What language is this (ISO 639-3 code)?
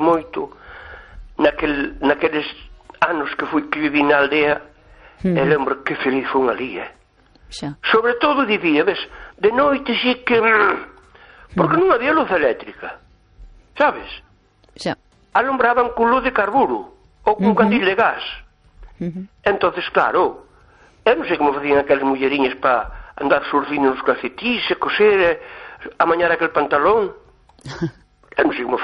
glg